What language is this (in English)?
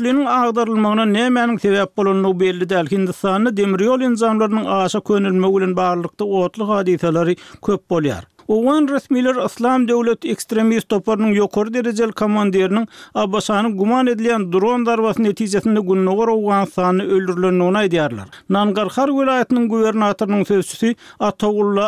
Turkmen